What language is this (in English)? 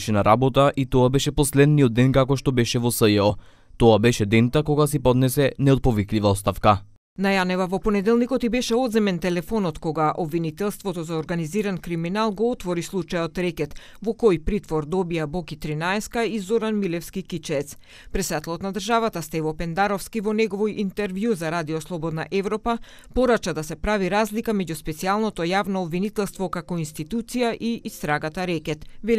Macedonian